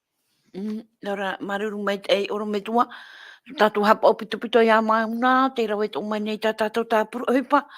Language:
Tahitian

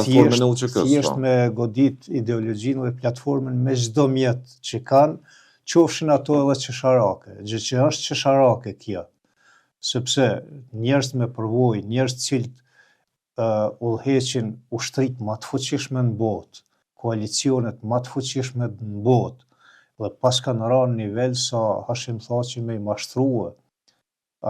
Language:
Albanian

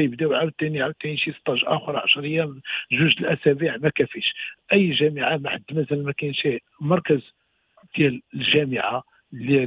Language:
Moroccan Arabic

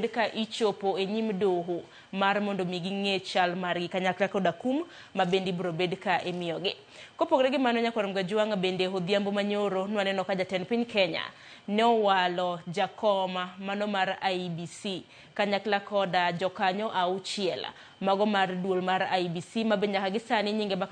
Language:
Luo (Kenya and Tanzania)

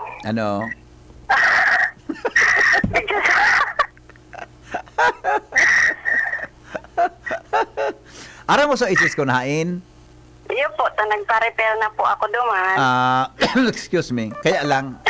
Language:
Bikol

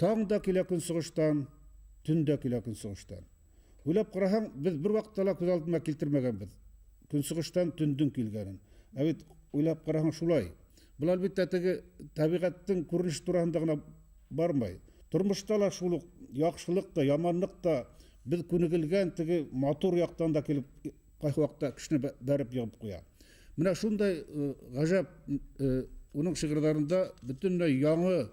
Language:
Bashkir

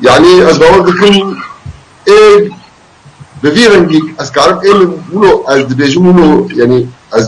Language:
Kurdish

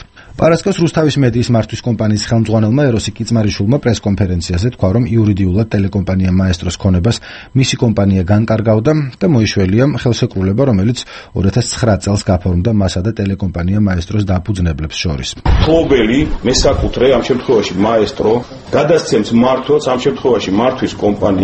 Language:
Georgian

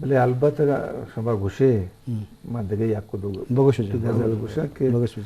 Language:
Eastern Balochi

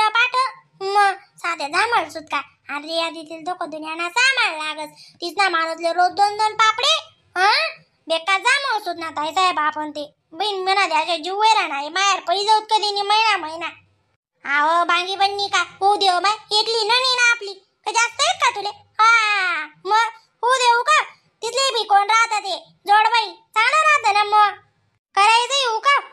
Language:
Khandesi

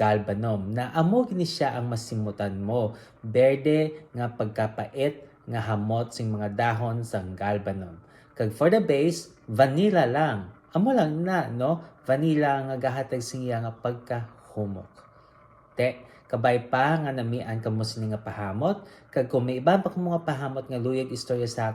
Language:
Hiligaynon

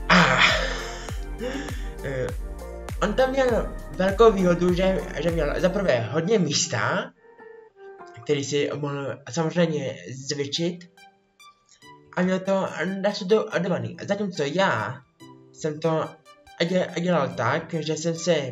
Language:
Czech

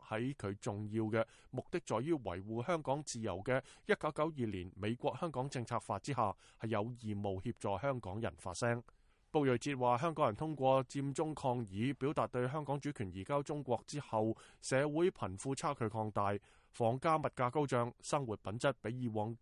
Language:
Cantonese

